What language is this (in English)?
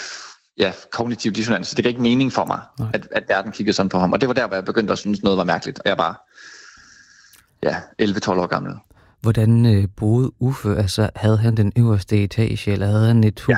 Danish